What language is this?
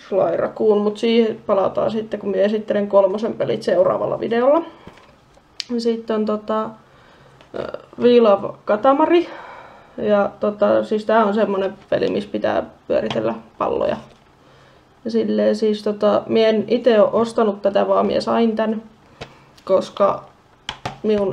Finnish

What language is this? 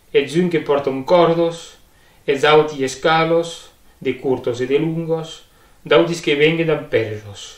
Occitan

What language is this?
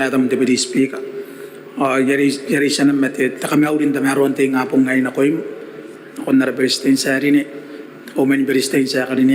Gilbertese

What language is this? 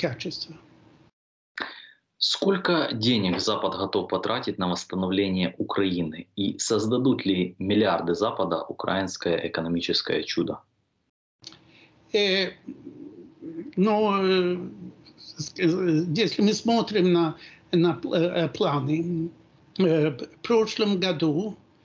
Russian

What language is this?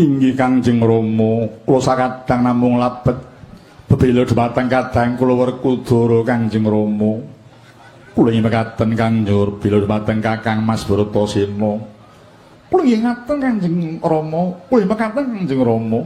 Javanese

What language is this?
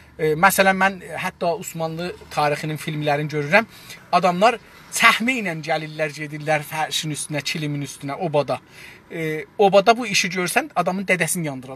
South Azerbaijani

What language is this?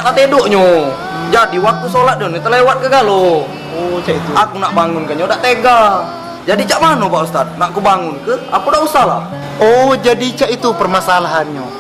Musi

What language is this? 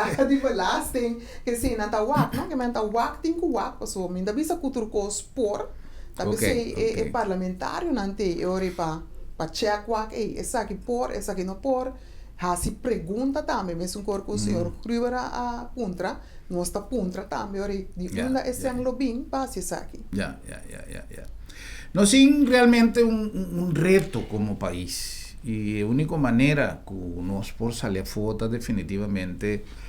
Papiamento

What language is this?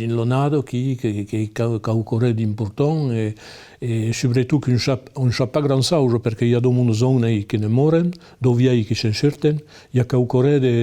Occitan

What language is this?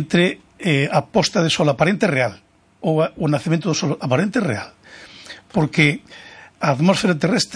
Galician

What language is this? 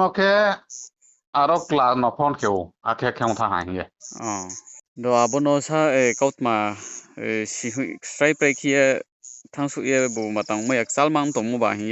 Riang (India)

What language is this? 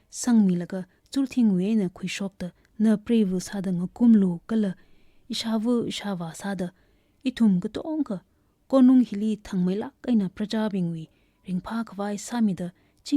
Tangkhul Naga (India)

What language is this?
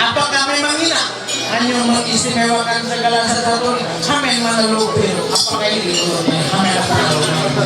Ma'anyan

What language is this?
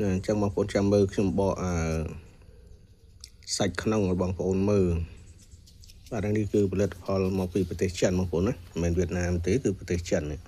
Khmer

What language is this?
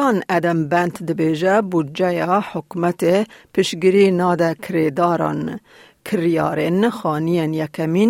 Kurdish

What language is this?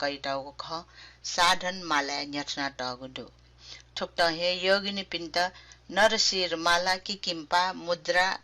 Newari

